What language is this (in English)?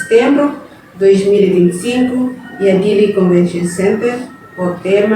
Tetum